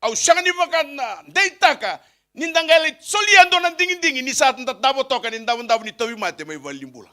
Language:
Fijian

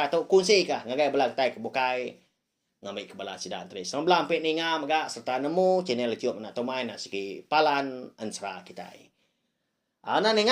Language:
Iban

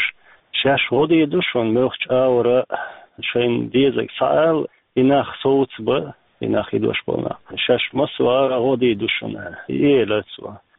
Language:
Chechen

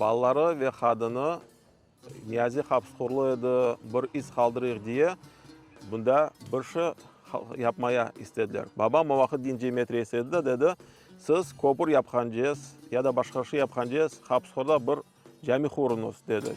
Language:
Crimean Tatar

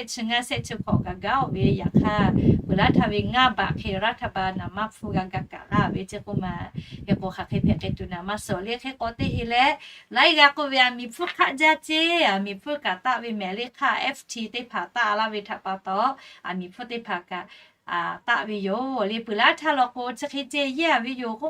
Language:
Lahu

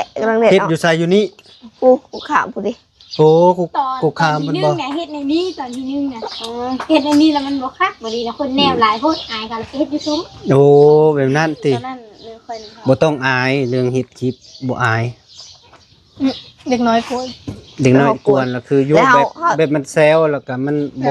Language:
Lao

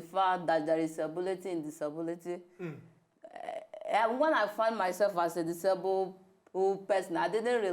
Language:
Nigerian Pidgin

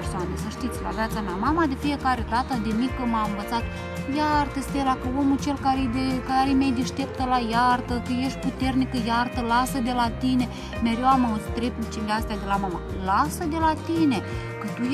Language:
Romanian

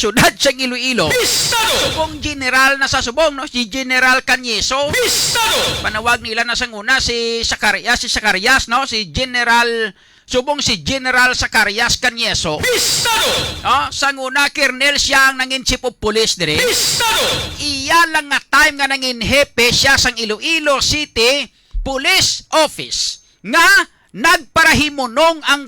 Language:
Hiligaynon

